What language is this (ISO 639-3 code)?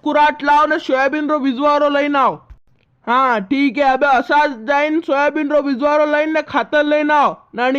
raj